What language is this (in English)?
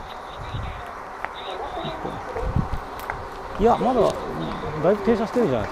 Japanese